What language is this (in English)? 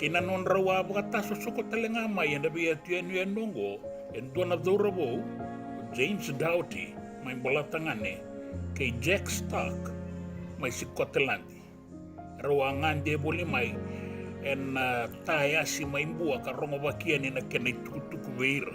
Fijian